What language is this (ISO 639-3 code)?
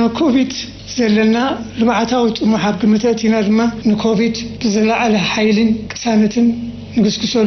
tir